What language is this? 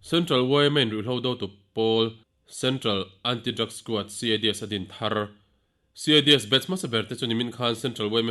Mizo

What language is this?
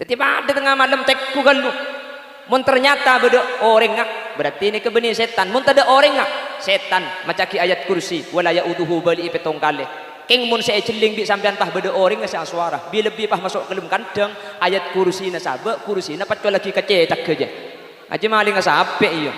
Madurese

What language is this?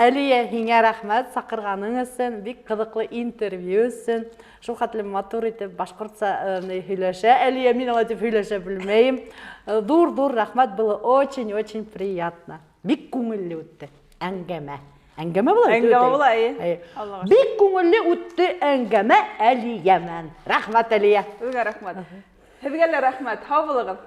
Bashkir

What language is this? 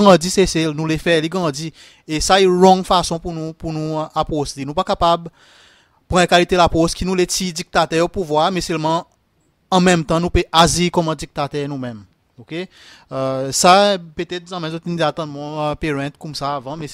Seselwa Creole French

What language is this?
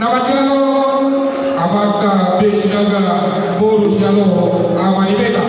Batak Toba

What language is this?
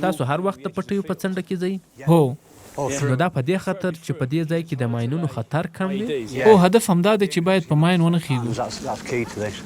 Pashto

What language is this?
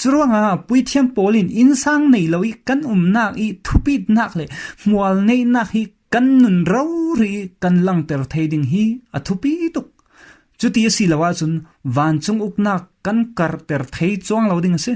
Falam Chin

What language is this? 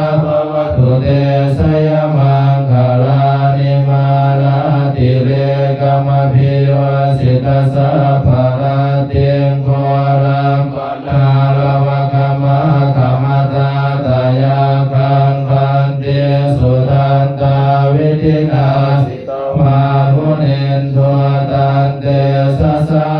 Pali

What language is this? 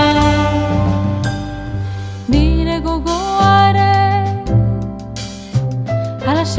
Basque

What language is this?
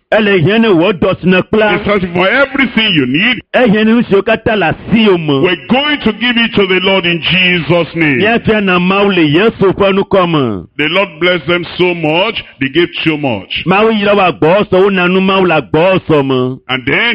Ewe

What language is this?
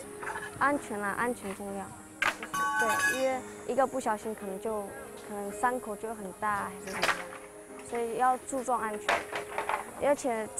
Chinese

